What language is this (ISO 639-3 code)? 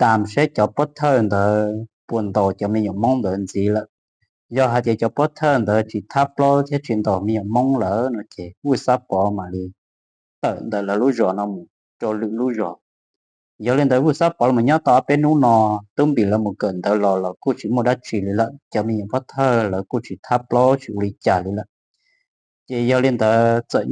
hmn